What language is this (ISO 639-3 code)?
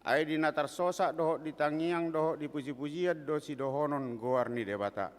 bbc